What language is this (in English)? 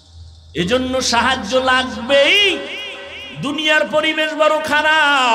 Bangla